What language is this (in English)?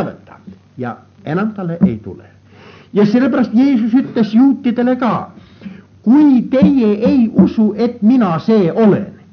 Estonian